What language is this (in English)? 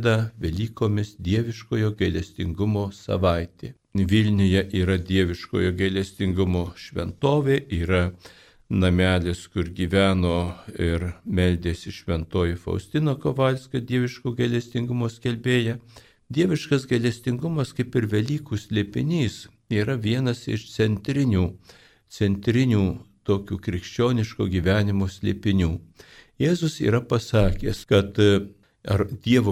Lithuanian